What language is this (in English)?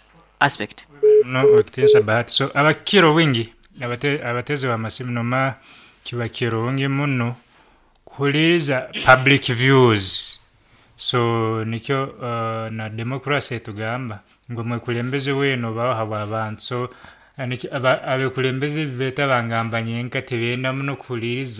Nyoro